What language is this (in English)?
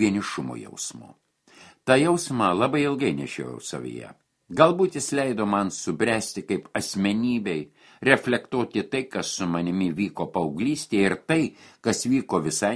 Lithuanian